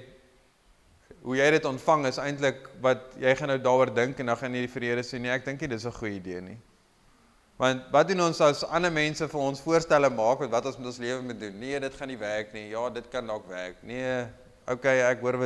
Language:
Afrikaans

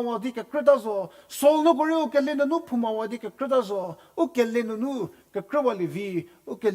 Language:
Angami Naga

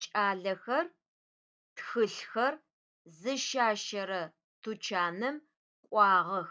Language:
Adyghe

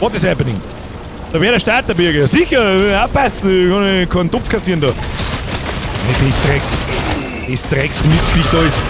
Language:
Bavarian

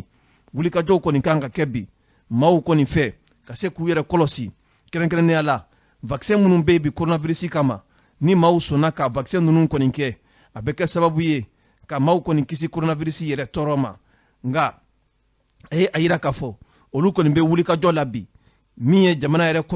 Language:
Bambara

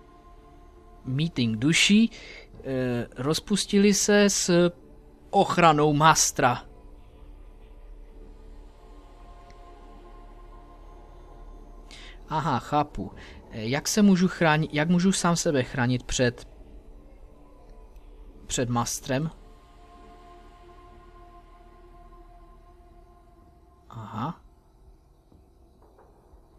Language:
Czech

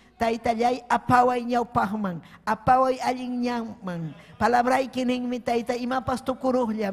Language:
Ayacucho Quechua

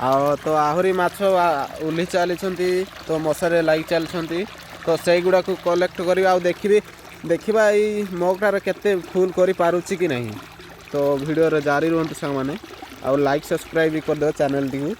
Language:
Odia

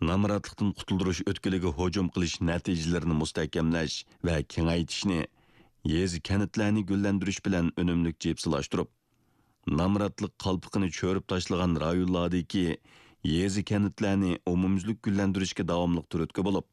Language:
Uyghur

